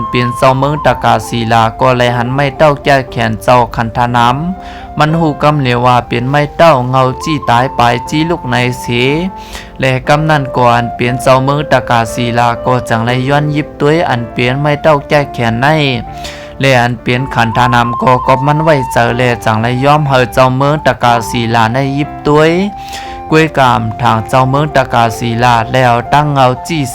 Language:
Lao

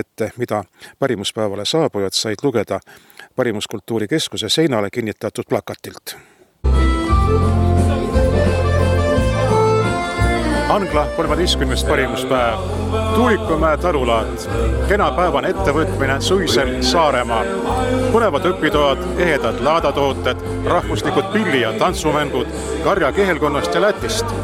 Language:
Estonian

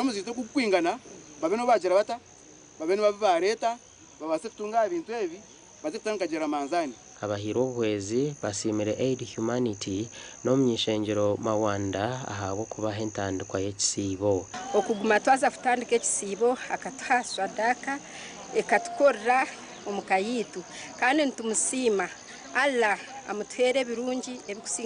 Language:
Nyankole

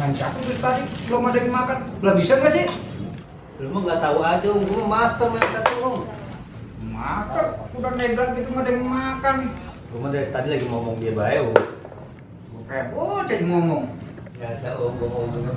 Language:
Betawi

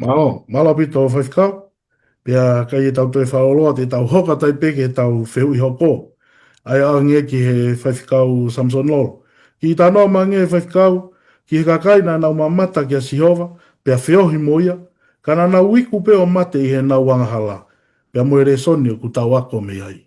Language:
Tongan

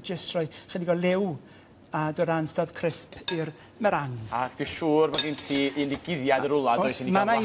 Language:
Welsh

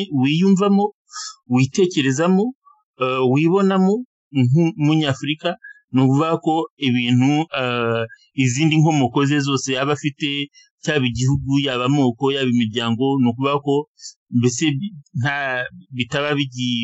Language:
Kinyarwanda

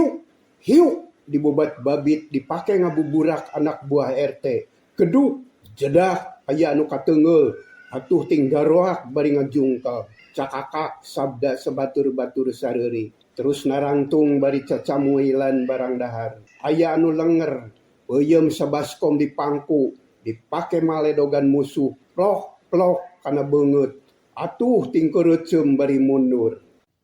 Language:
Sundanese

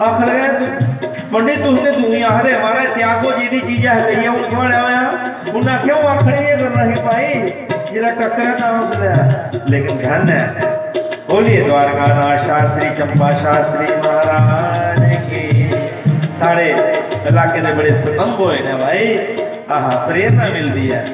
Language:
Dogri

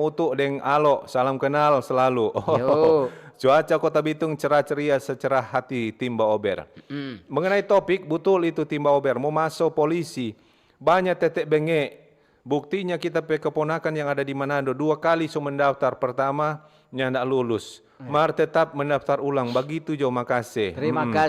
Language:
Manado Malay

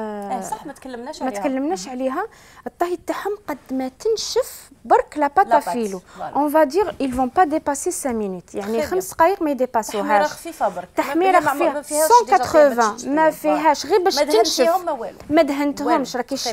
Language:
Algerian Arabic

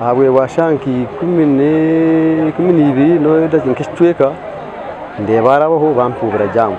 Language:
Nyankole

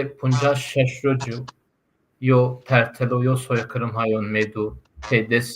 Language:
Zaza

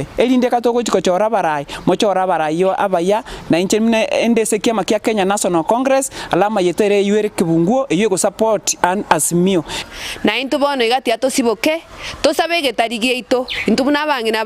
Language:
Gusii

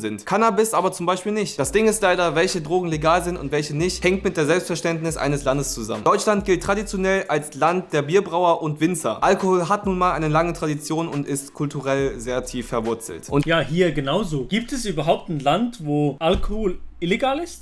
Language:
Swiss German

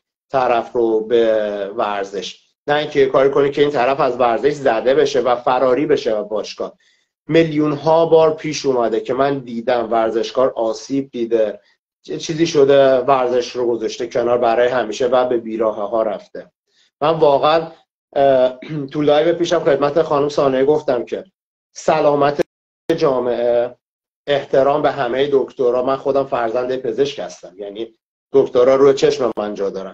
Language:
Persian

